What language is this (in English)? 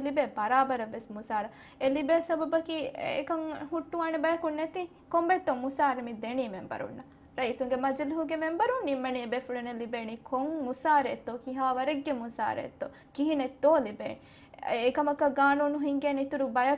Divehi